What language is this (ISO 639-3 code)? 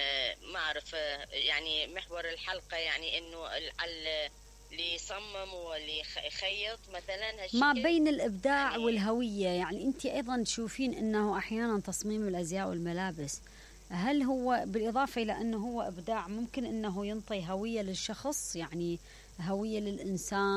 acm